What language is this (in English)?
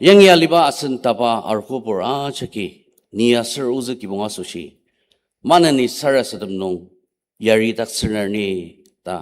Ao Naga